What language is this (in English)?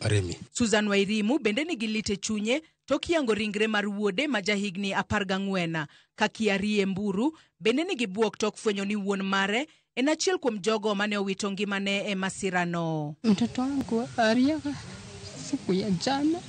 Luo (Kenya and Tanzania)